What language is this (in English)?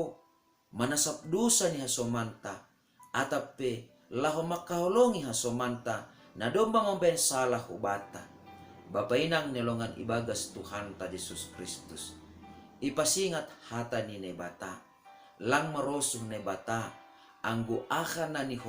Batak Simalungun